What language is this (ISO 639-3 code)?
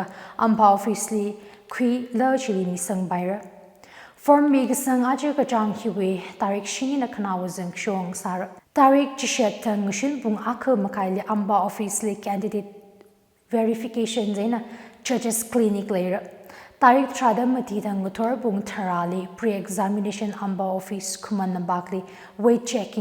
nmf